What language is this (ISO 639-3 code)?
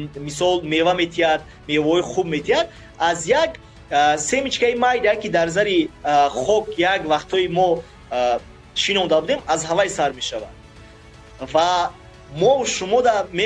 tgk